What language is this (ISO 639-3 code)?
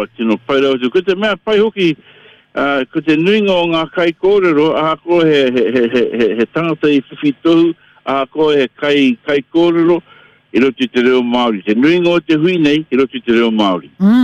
mri